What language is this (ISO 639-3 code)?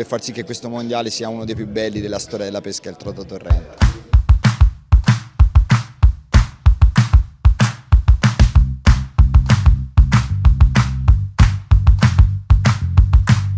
ita